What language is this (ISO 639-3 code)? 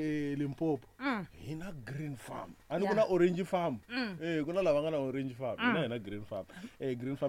tso